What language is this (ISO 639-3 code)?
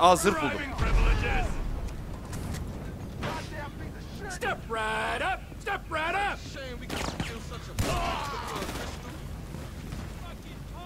tur